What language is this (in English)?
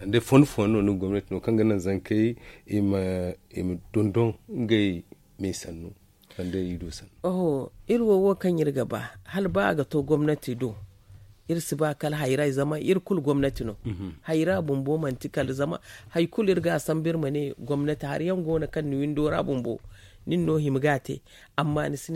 Zarma